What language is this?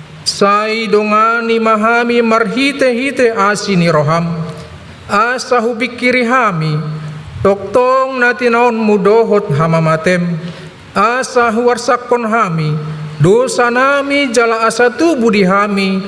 Batak Toba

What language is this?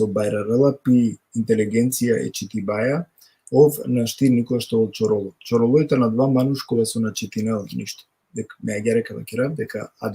Balkan Romani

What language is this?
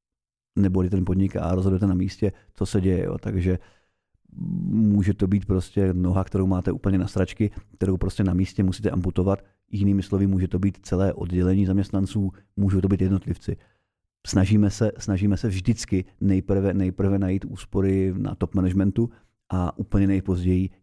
Czech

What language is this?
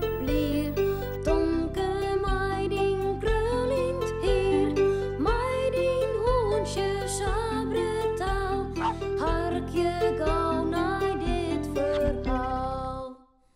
Western Frisian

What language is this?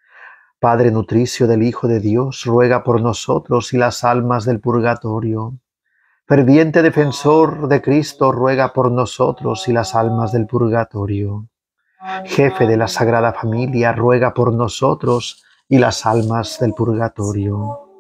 Spanish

